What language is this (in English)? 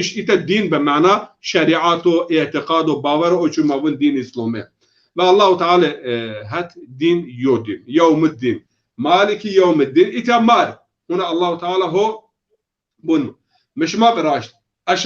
Zaza